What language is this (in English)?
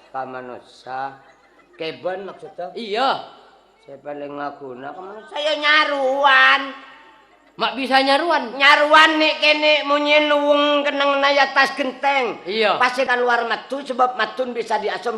Madurese